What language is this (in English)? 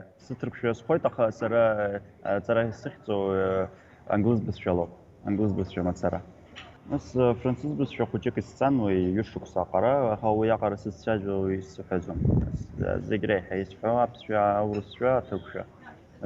Abkhazian